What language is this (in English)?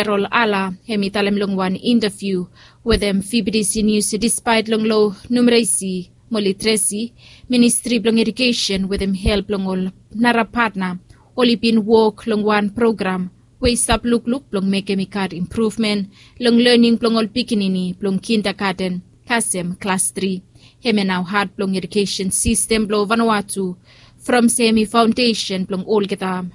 Bislama